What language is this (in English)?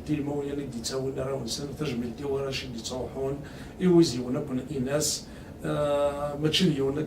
Kabyle